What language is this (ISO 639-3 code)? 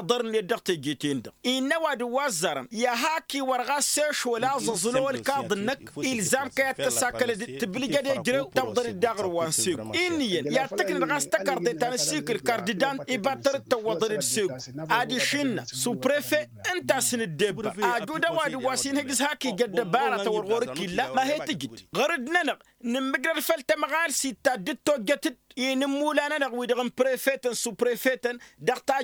taq